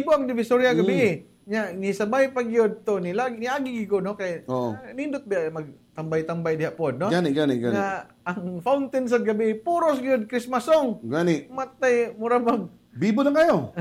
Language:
Cebuano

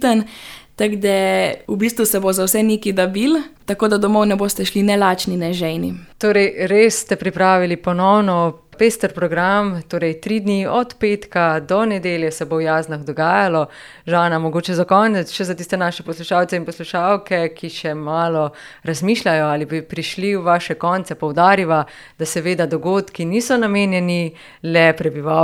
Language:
Slovenian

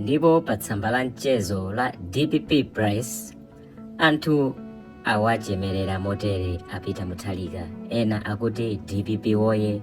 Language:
Nyanja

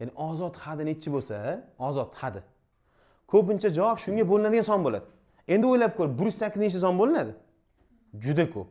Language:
Uzbek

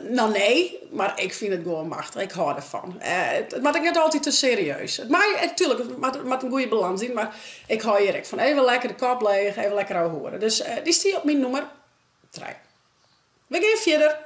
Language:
Western Frisian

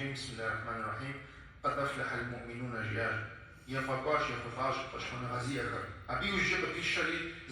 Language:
Kabardian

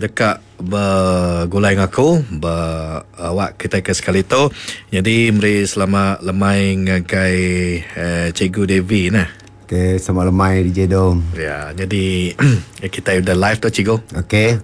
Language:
Iban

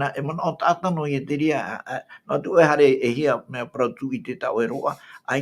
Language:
Tahitian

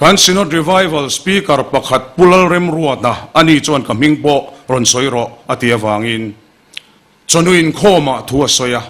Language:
Mizo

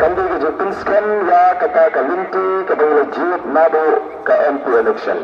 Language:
Khasi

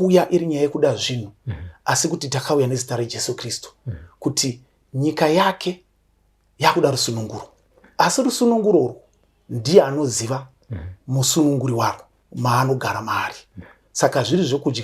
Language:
Shona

